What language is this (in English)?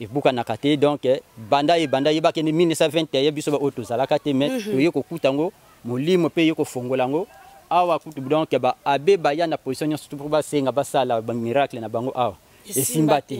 Lingala